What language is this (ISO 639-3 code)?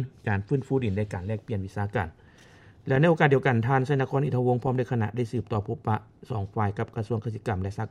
lao